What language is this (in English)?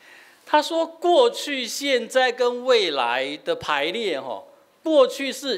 Min Nan Chinese